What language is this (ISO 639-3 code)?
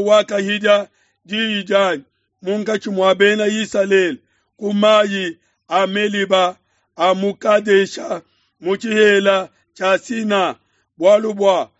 lua